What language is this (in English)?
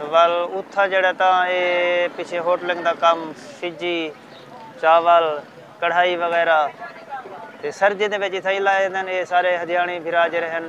Saraiki